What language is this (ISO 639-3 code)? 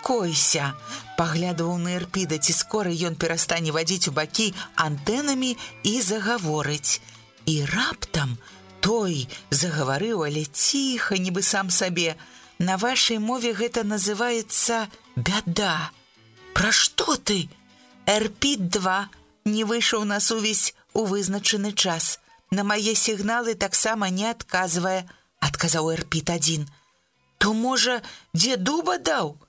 bel